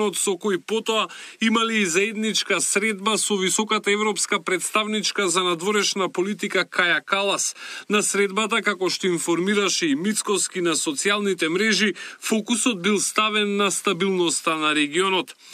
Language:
Macedonian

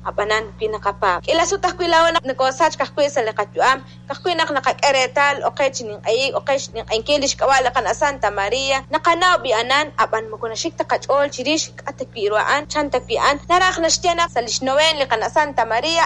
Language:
Kekchí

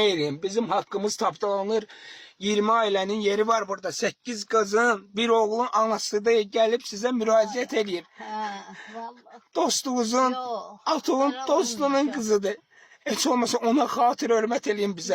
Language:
Azerbaijani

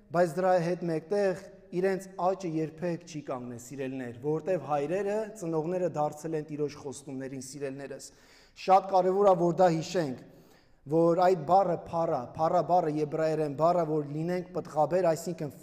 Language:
Armenian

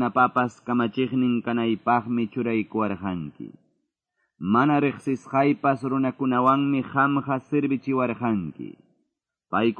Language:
Quechua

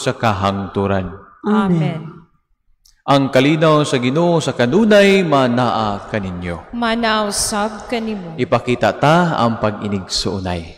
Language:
Cebuano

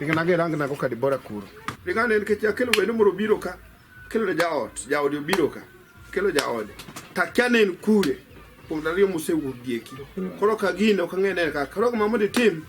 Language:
Luo (Kenya and Tanzania)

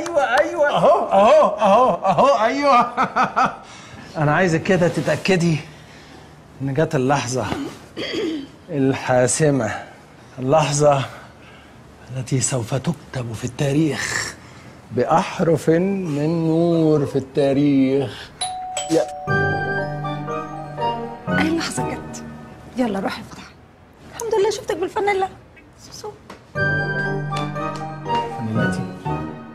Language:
Egyptian Arabic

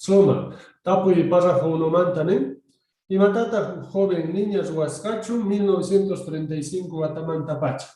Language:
Quechua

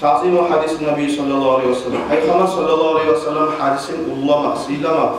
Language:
Kumyk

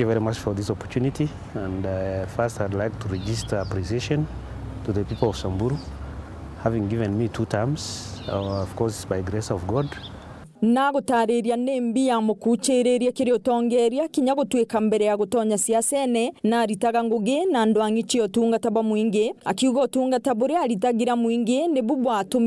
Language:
Meru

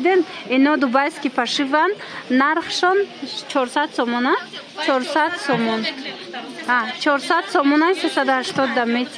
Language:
Tajik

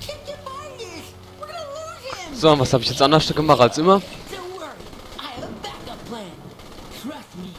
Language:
Palatine German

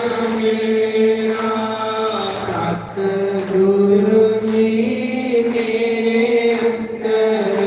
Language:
Dogri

